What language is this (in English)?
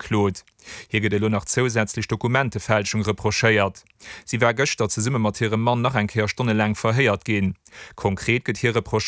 Luxembourgish